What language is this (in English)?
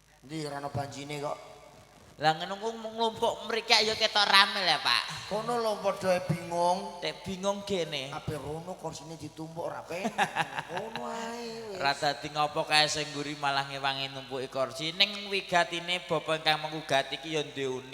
Javanese